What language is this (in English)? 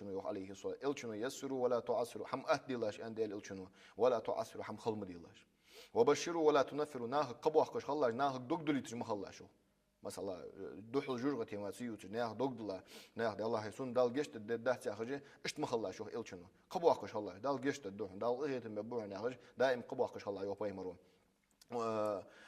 Ingush